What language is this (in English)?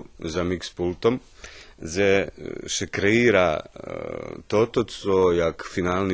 Rusyn